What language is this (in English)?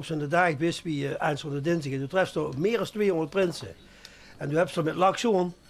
Limburgish